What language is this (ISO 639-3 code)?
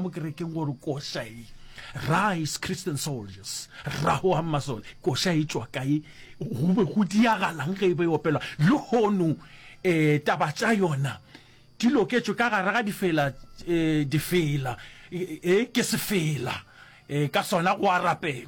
nso